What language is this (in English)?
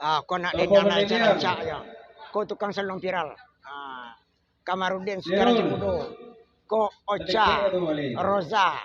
Minangkabau